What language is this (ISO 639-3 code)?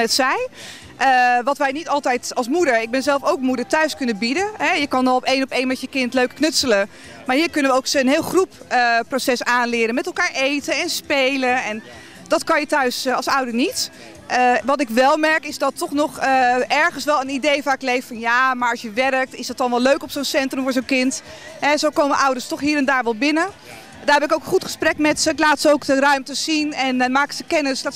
nld